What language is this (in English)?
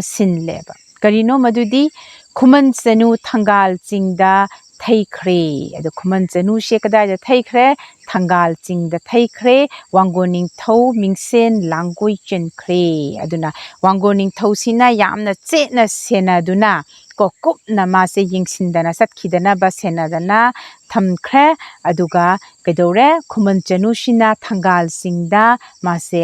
Manipuri